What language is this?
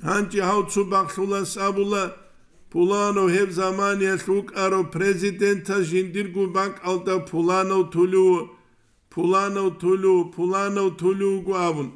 Avaric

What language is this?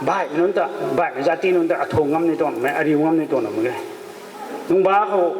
Rongmei Naga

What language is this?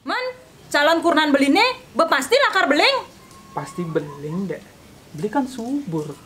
Balinese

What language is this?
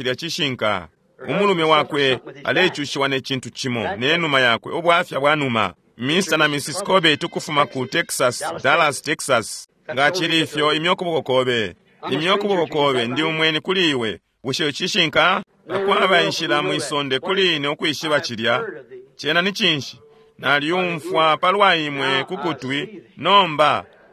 Bemba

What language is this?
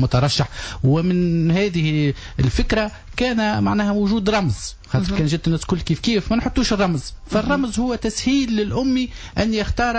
Tunisian Arabic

